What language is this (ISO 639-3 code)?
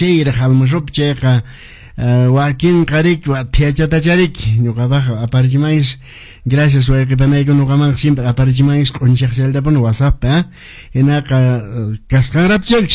que